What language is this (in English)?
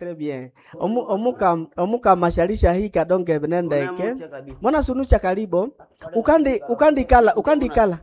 Nande